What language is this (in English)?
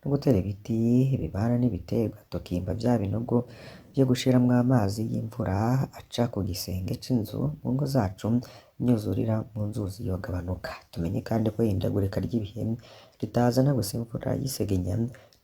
Rundi